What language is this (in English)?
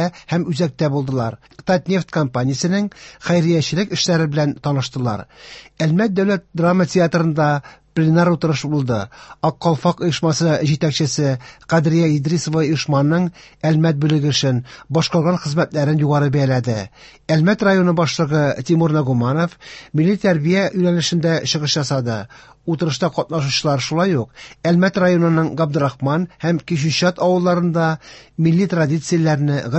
Tatar